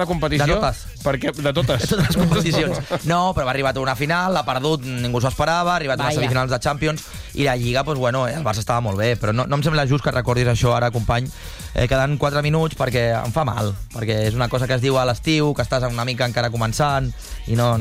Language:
Catalan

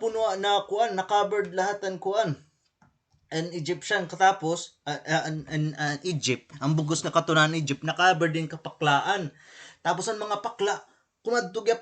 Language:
Waray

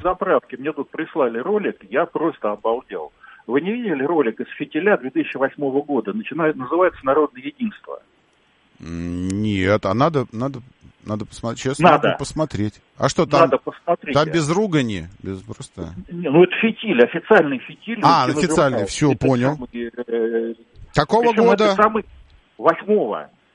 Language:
Russian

